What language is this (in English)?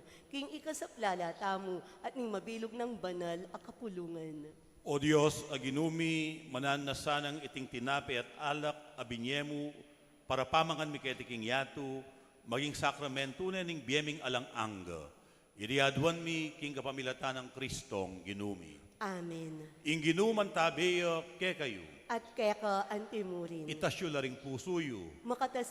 Pampanga